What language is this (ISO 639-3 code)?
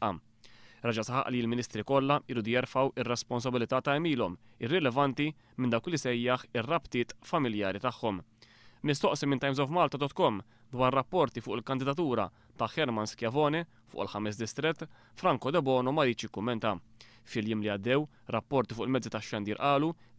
mlt